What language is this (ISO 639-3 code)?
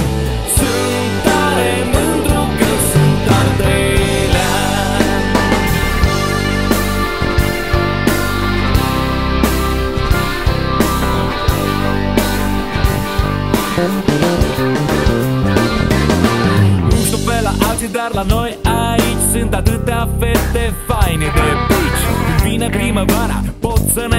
ron